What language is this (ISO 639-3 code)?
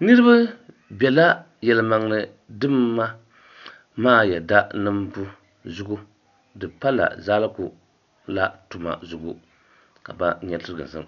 dag